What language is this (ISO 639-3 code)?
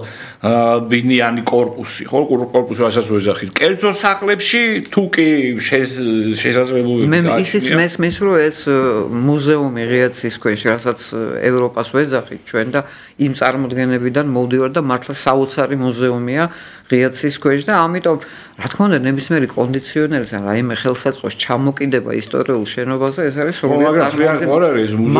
kat